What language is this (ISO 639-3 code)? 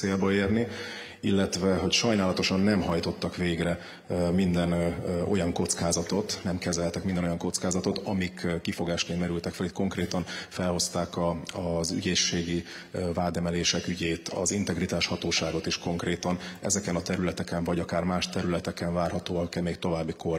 hun